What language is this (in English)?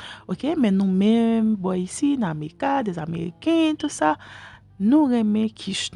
Haitian Creole